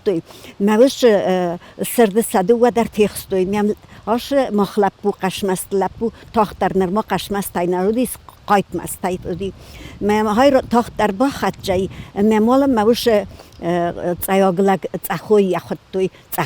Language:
Ossetic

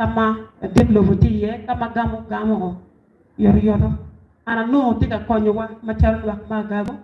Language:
Acoli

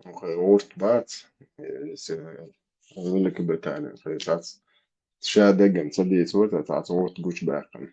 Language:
Chechen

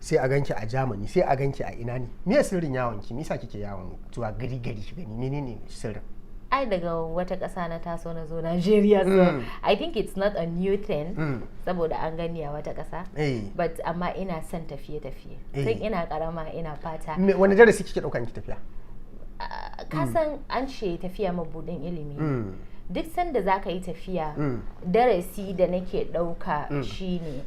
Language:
Hausa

